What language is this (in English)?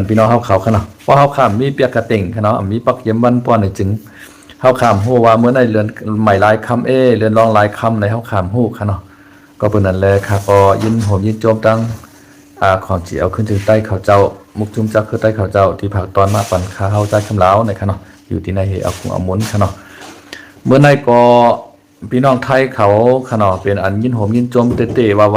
Shan